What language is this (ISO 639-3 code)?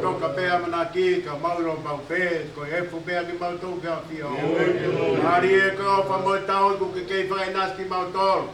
ton